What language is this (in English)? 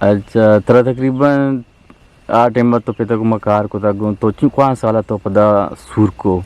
Eastern Balochi